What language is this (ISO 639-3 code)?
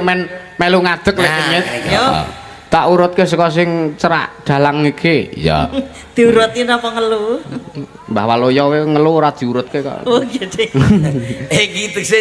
jav